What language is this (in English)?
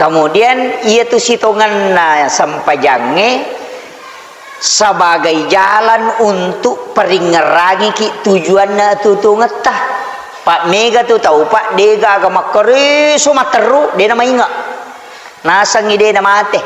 Buginese